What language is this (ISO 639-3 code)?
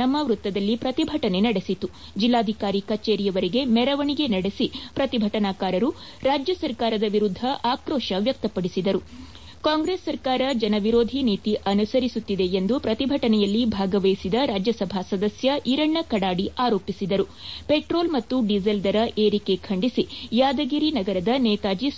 kan